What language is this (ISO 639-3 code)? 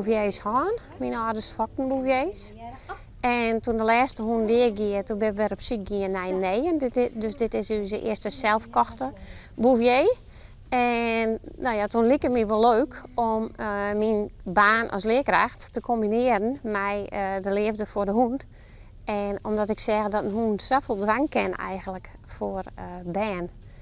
fry